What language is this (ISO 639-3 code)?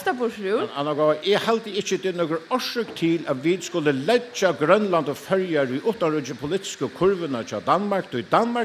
fao